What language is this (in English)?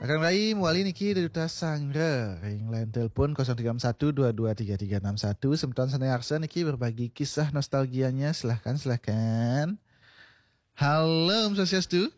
Balinese